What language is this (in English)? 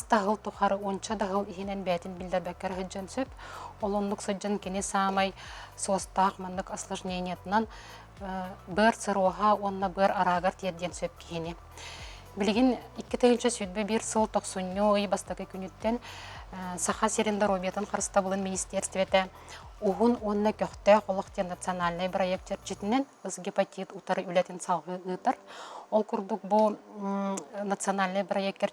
Yakut